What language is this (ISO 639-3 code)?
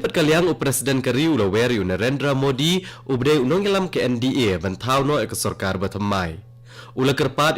kha